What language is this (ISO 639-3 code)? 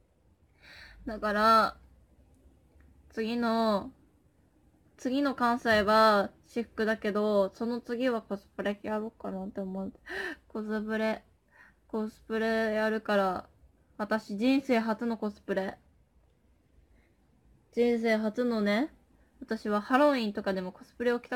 jpn